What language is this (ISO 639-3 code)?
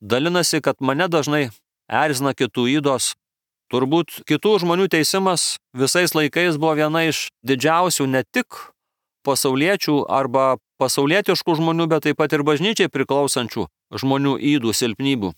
lit